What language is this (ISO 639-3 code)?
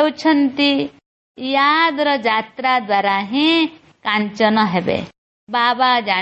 ori